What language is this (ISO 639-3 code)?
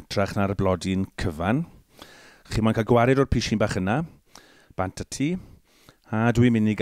cym